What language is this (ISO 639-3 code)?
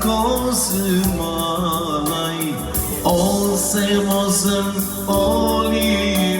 crh